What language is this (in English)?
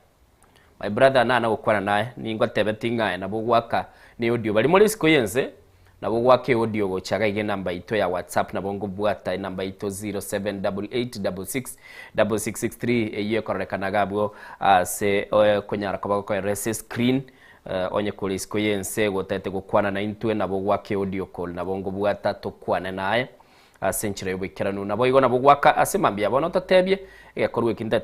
Gusii